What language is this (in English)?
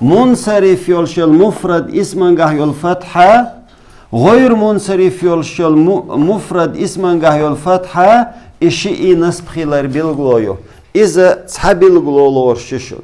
Chechen